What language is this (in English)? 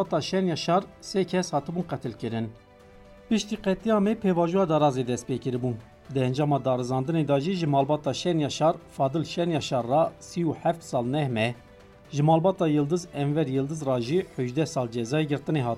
Kurdish